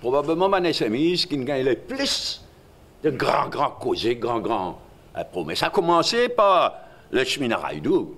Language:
Morisyen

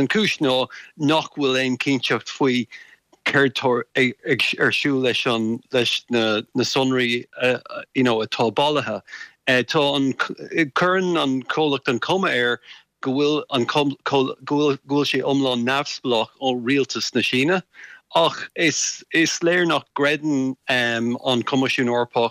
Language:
Irish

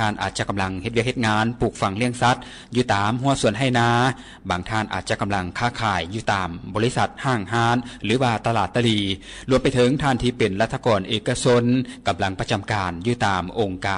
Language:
Lao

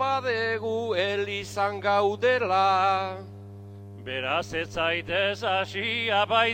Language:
Basque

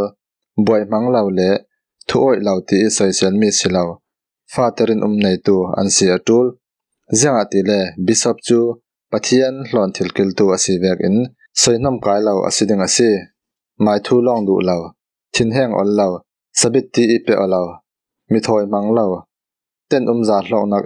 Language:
Falam Chin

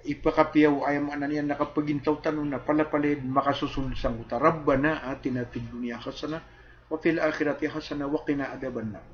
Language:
Maranao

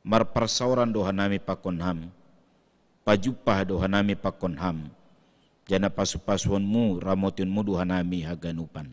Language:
Batak Simalungun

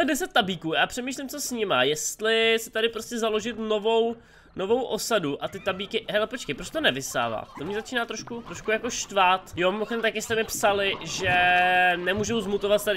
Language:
Czech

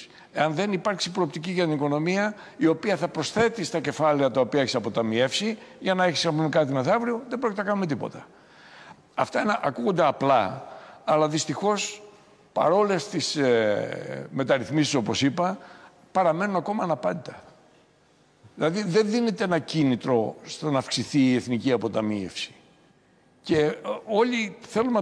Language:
Greek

